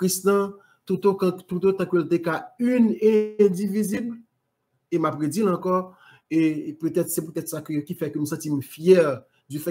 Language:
Haitian Creole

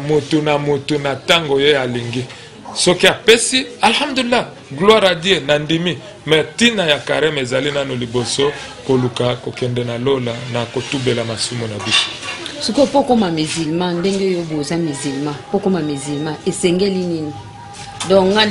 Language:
Lingala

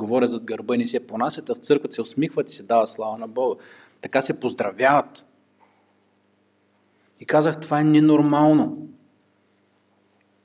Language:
Bulgarian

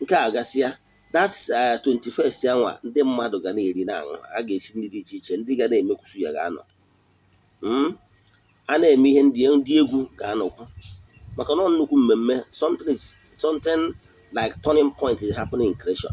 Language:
Igbo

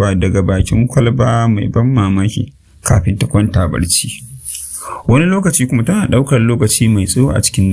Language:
Hausa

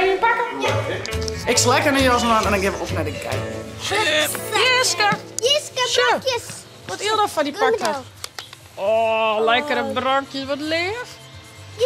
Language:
Western Frisian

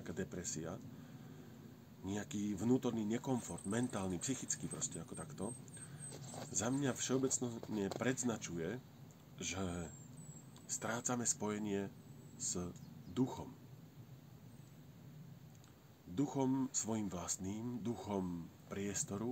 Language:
Slovak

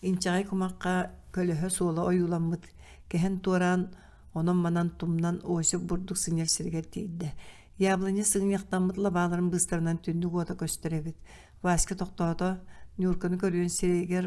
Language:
Yakut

